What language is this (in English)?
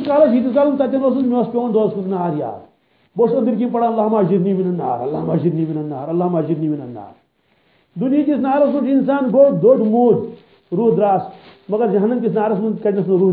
Kashmiri